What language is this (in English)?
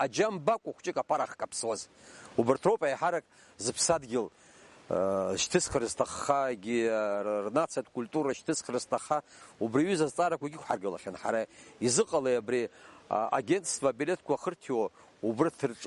Abkhazian